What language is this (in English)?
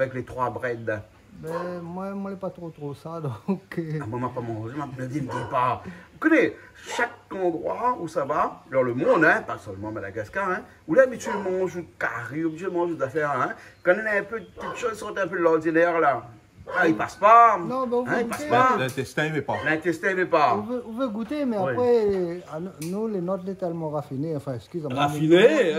Réunion Creole French